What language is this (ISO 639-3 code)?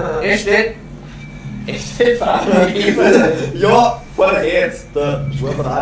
bar